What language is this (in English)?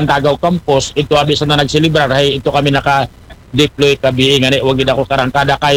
Aklanon